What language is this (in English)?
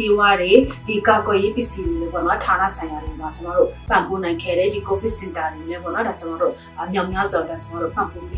Burmese